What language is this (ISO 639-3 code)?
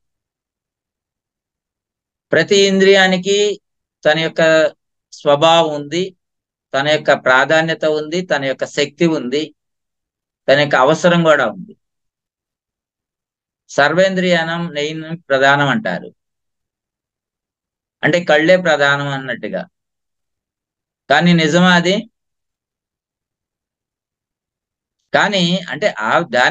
tel